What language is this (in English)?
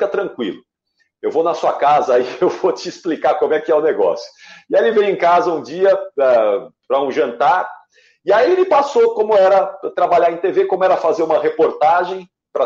Portuguese